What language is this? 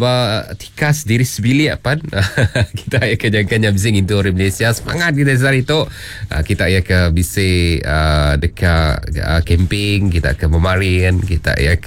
Iban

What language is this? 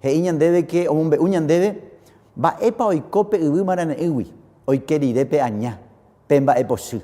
Guarani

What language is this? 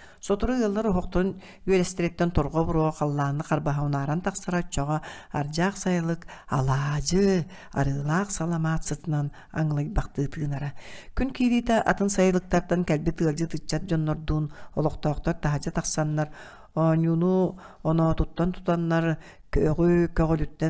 Yakut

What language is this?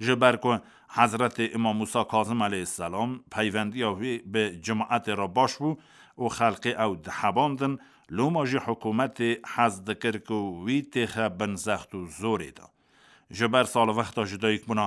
Kurdish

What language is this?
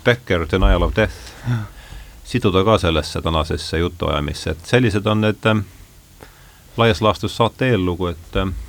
Estonian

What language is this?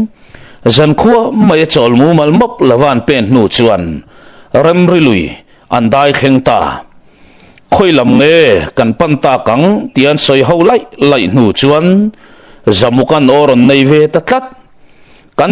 Mizo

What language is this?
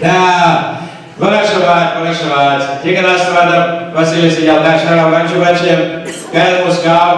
Chuvash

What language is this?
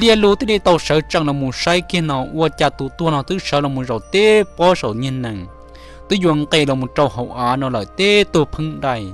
Hmong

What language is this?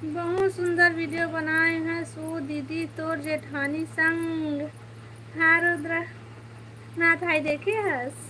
Chhattisgarhi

